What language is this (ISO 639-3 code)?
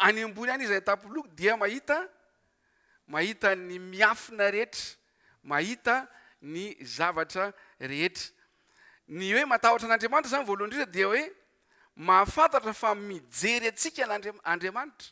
mlg